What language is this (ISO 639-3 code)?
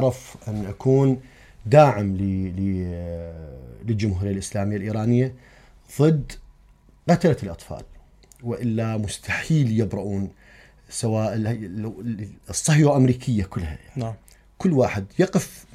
acm